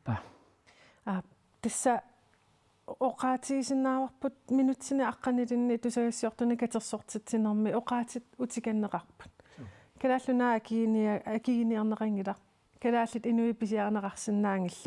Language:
Kalaallisut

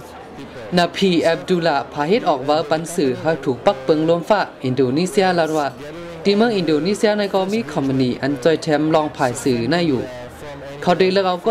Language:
Shan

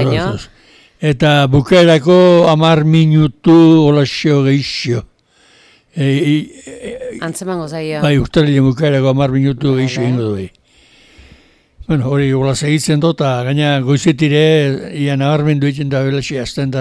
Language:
Basque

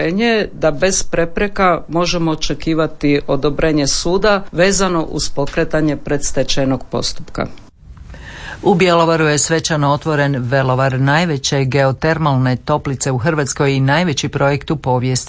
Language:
Croatian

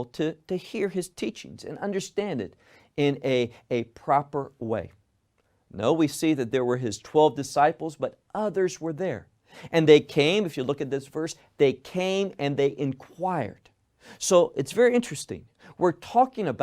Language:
English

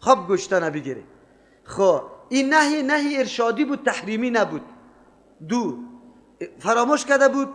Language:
Persian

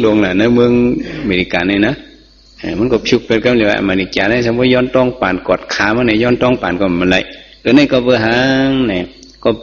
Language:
Shan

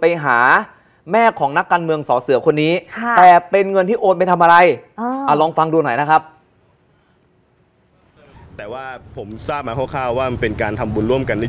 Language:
Thai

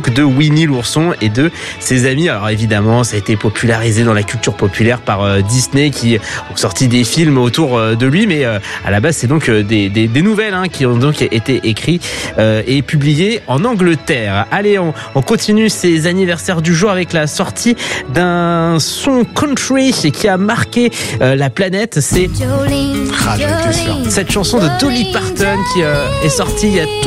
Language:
French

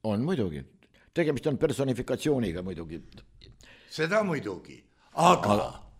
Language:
Estonian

